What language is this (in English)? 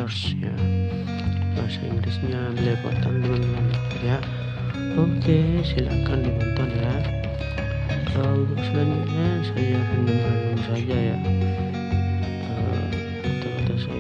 Indonesian